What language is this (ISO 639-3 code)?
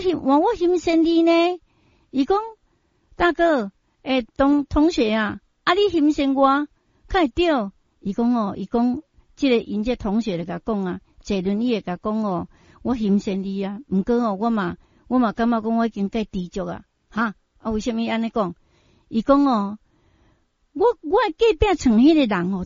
nan